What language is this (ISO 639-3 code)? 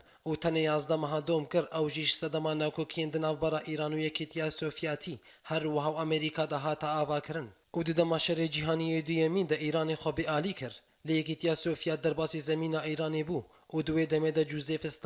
kur